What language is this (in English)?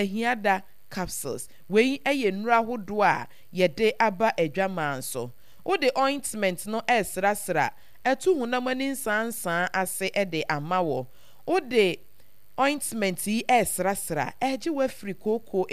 Akan